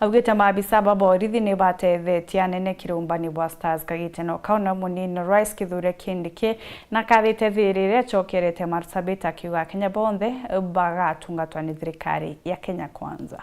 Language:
Meru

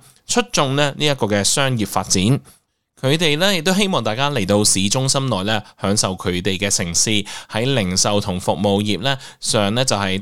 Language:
Cantonese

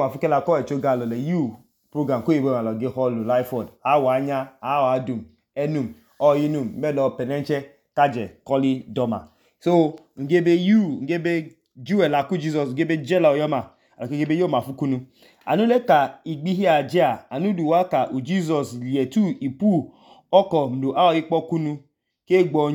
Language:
Idoma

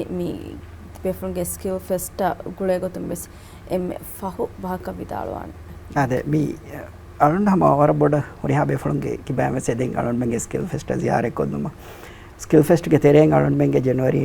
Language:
Divehi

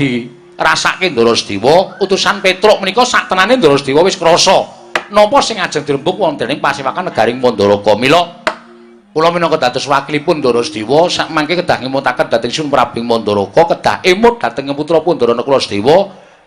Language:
Javanese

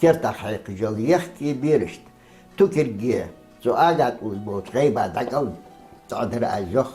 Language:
Ingush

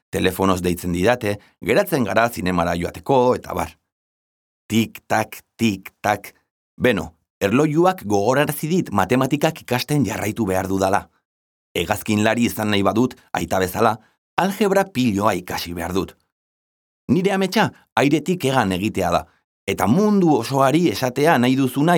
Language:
Basque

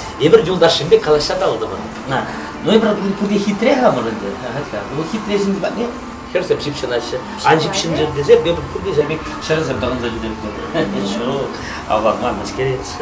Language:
Chuvash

